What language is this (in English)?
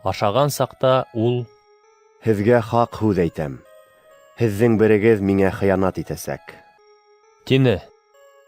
Bashkir